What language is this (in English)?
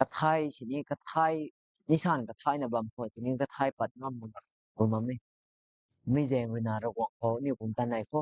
Rongmei Naga